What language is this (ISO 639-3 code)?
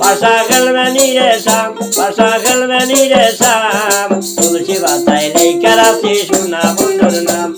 syl